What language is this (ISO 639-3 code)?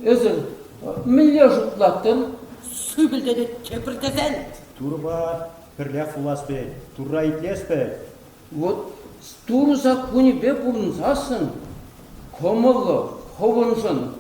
chv